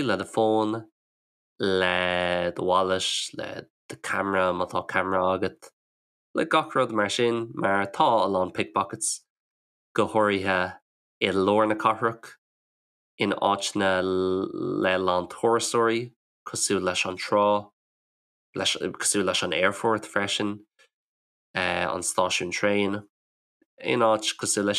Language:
Irish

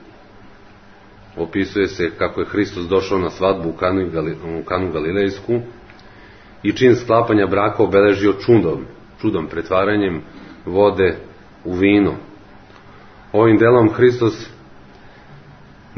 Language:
Serbian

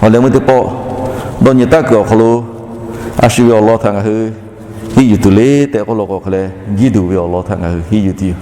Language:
Lahu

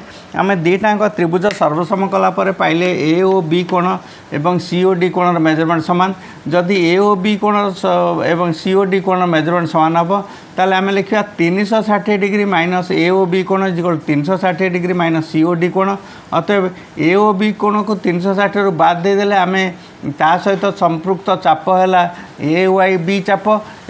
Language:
Odia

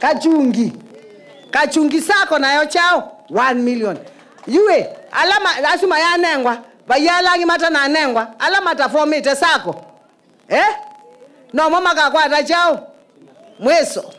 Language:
Kamba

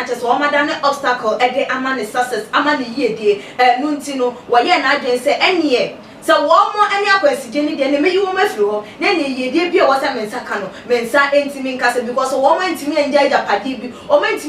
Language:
Akan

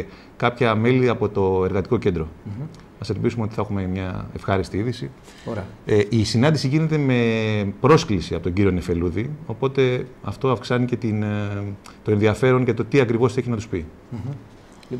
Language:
Greek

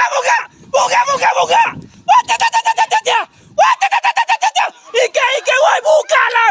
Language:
Minangkabau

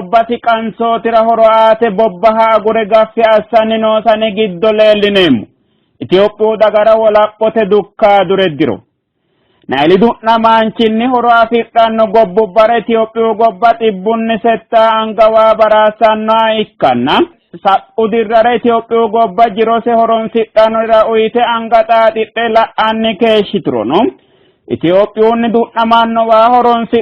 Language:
Sidamo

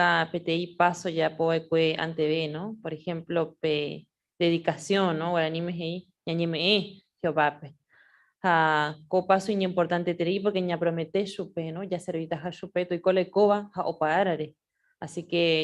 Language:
Guarani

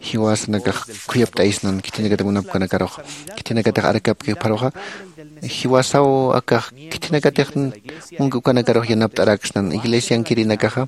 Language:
Aymara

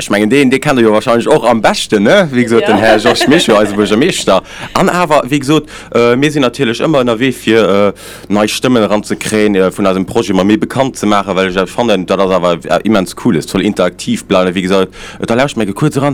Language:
Luxembourgish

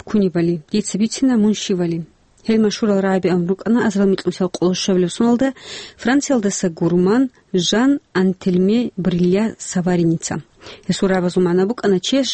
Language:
Avaric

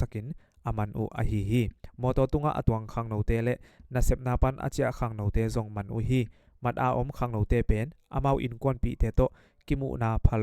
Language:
Tedim Chin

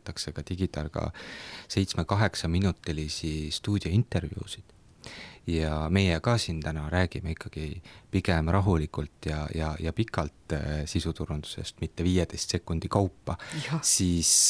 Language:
Estonian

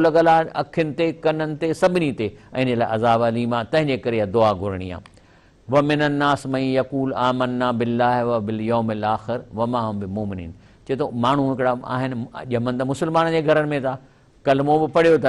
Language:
Sindhi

